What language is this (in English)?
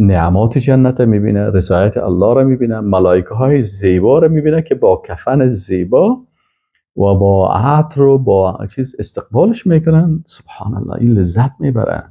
Persian